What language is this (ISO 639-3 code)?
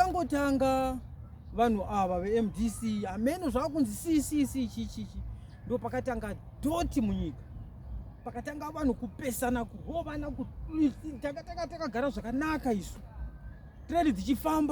sna